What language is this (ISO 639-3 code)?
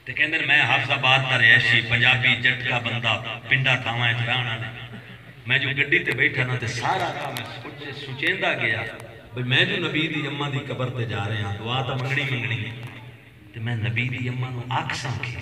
skr